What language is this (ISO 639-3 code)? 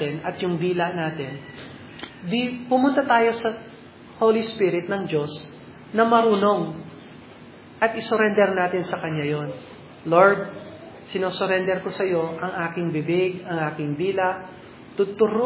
fil